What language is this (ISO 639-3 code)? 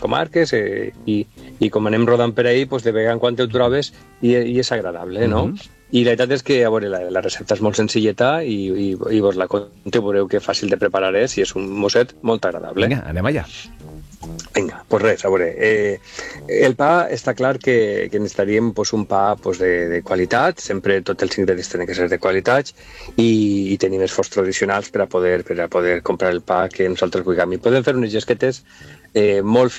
cat